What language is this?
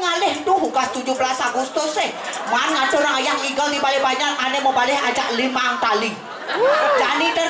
Balinese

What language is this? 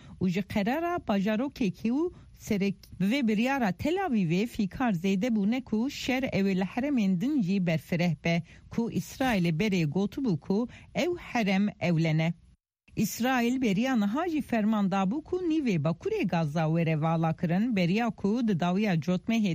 Kurdish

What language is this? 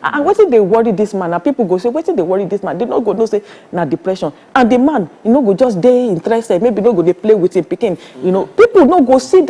Nigerian Pidgin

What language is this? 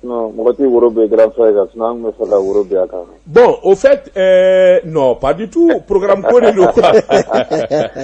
Bambara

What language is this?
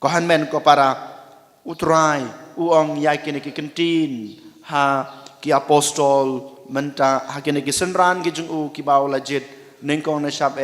Khasi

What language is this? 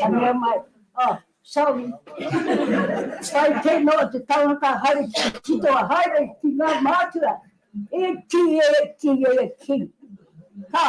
Māori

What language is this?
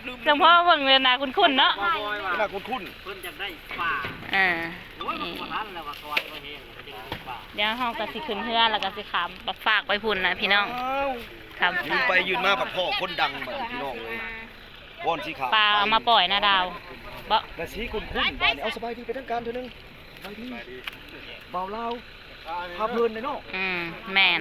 Lao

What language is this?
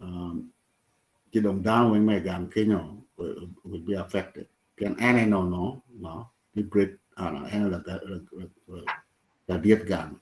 Acoli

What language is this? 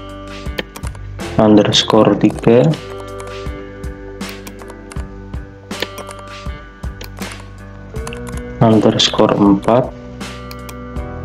Indonesian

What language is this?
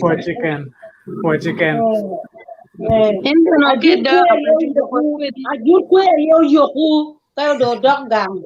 Acoli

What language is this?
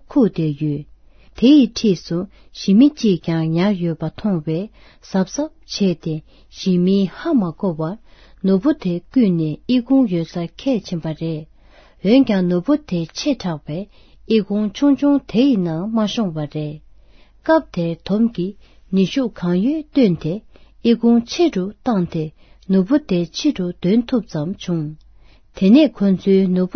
Tibetan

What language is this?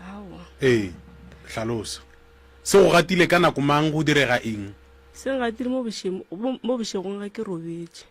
Northern Sotho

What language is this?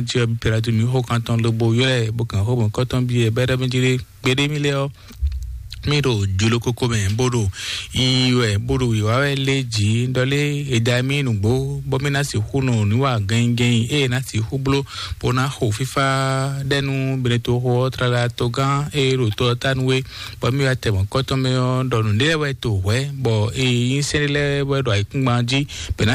Fon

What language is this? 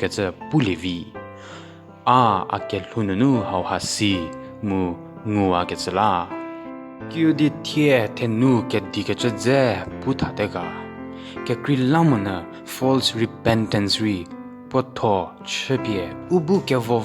Angami Naga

